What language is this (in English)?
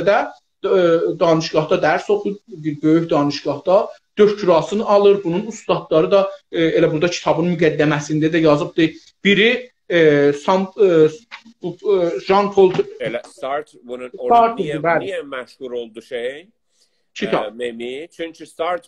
South Azerbaijani